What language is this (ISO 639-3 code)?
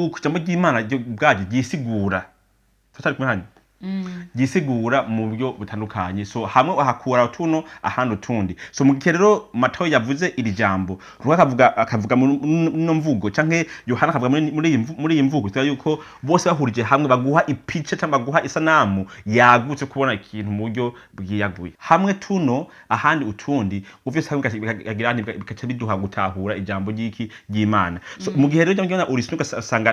run